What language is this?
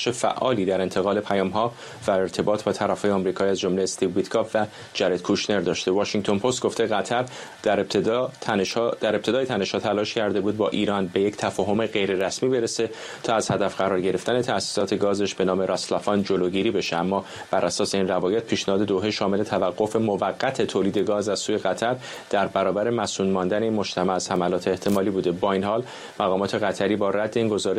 Persian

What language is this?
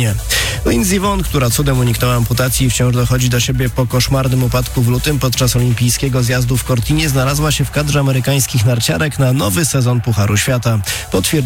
Polish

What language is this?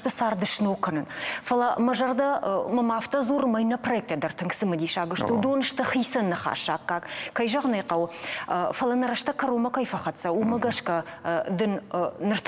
Ossetic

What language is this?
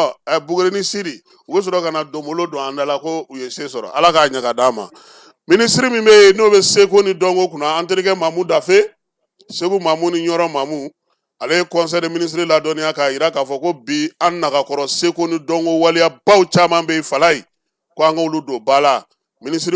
Bambara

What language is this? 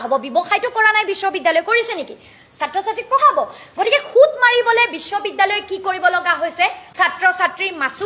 Assamese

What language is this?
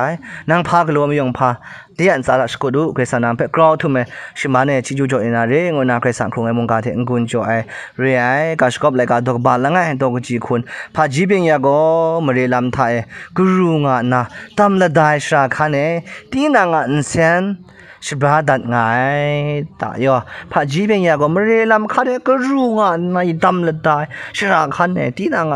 Kachin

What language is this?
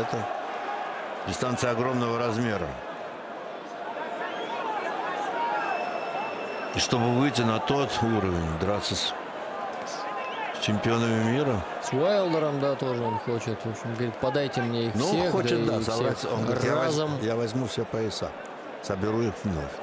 Russian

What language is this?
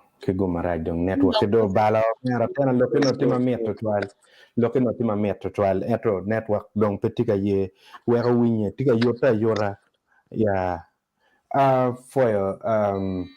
Acoli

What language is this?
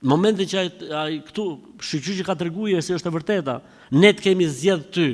Albanian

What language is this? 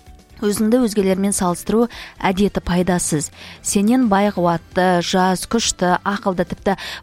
Kazakh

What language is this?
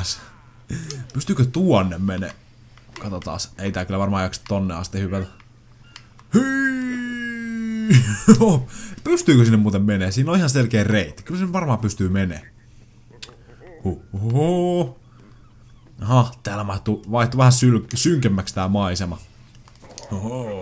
Finnish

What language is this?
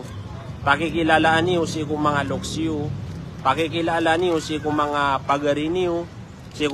Maranao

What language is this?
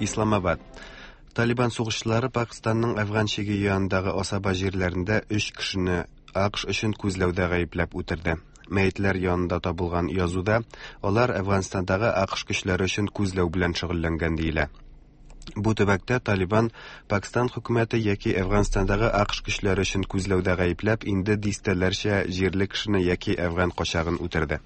Tatar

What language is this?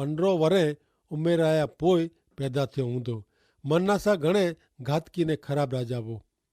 Kachhi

